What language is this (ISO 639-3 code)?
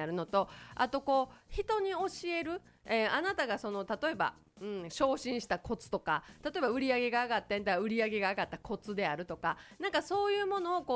jpn